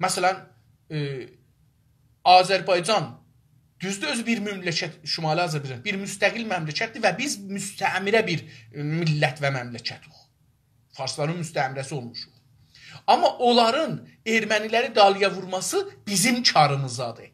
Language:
South Azerbaijani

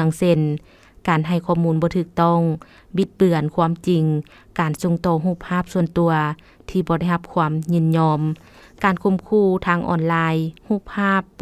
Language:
Lao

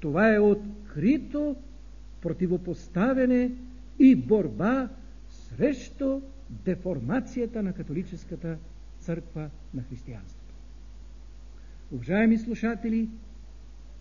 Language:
Bulgarian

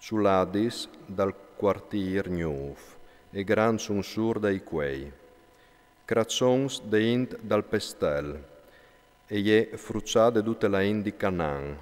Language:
Friulian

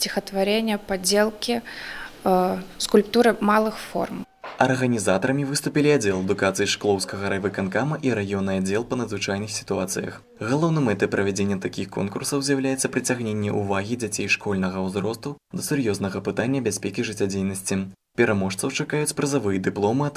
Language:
Belarusian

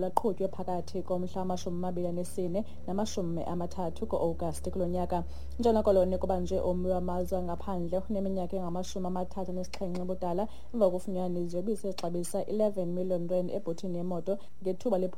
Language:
Xhosa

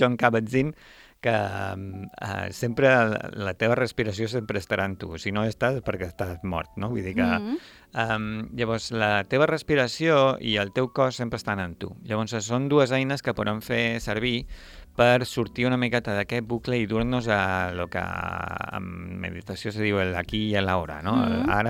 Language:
Catalan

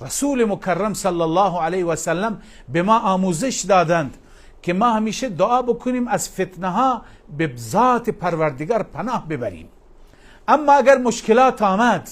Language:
Persian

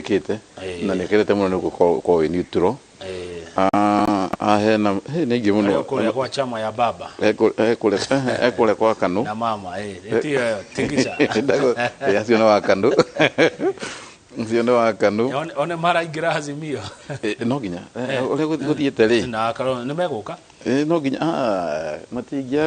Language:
Kikuyu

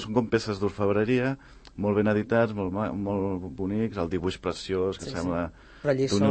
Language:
Catalan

